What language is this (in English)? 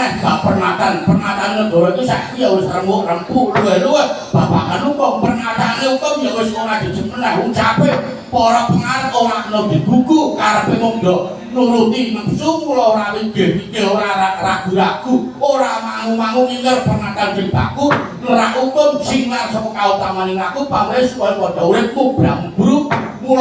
Javanese